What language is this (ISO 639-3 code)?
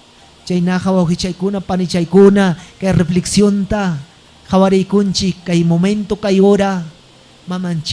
quy